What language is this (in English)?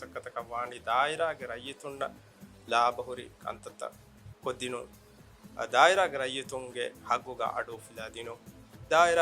Divehi